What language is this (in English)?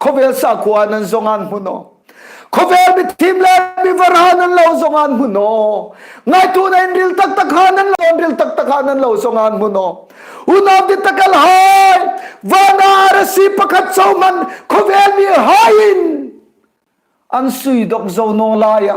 Hmar